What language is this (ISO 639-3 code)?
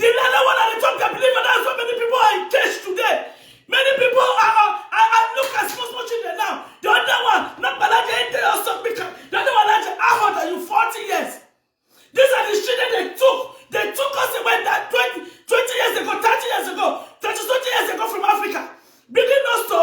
pcm